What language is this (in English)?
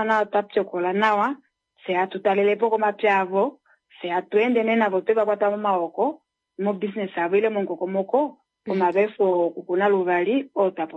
Kuanyama